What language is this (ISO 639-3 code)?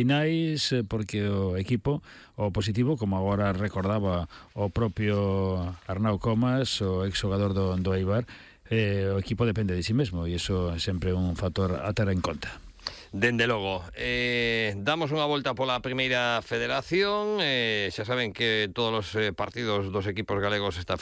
glg